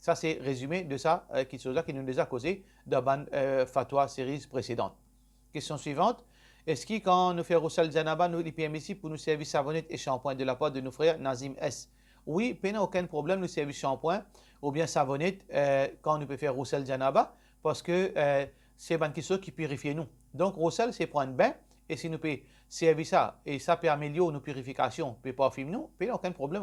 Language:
Morisyen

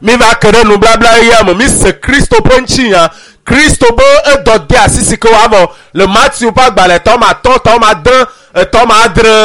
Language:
Ewe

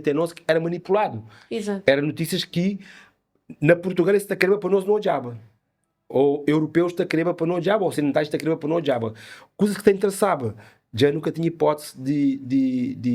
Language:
Kabuverdianu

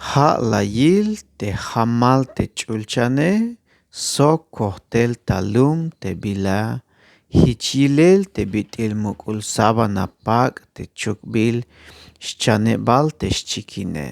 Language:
Tzeltal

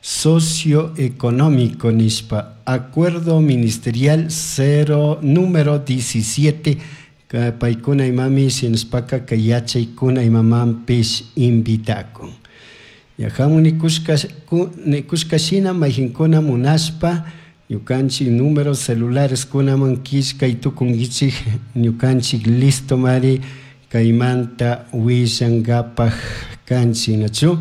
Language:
Chimborazo Highland Quichua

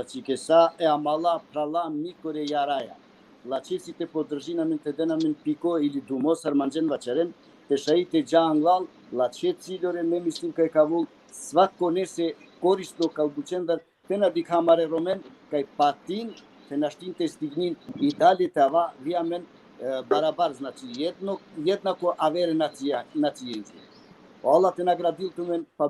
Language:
Balkan Romani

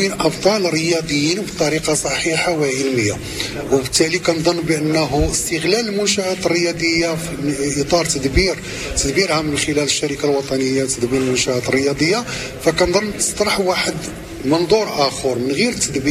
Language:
Moroccan Arabic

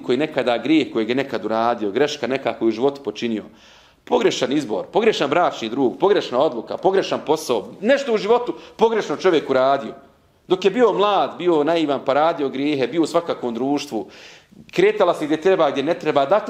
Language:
Bosnian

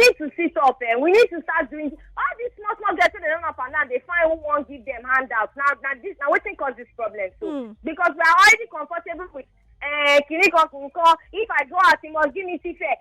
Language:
Nigerian Pidgin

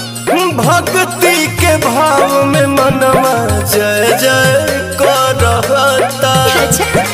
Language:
Bhojpuri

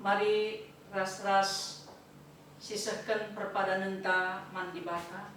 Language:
Batak Karo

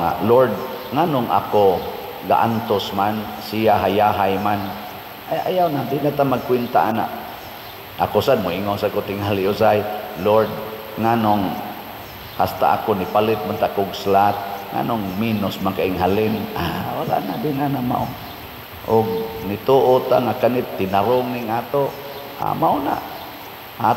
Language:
Cebuano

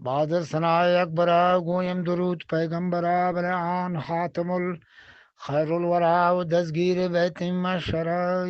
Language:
Eastern Balochi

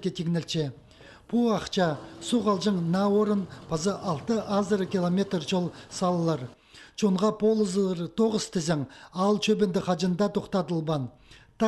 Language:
Khakas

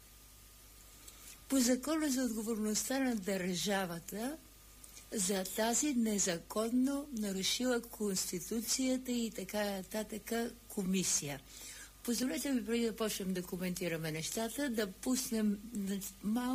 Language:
Bulgarian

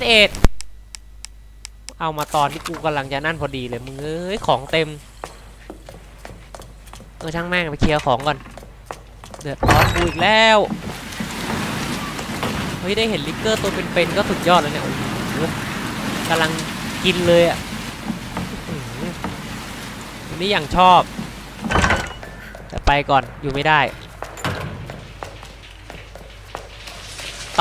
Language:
Thai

